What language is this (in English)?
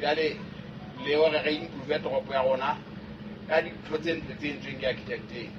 Southern Sotho